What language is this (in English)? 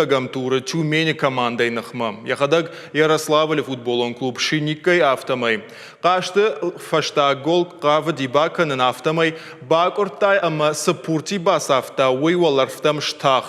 Ossetic